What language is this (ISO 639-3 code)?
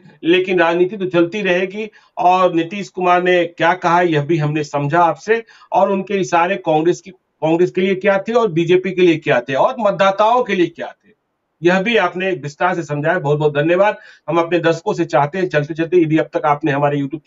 hin